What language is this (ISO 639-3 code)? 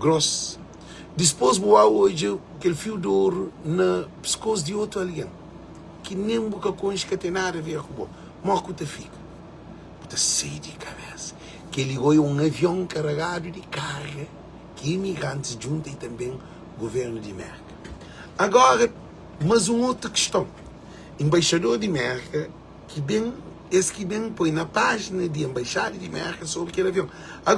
kea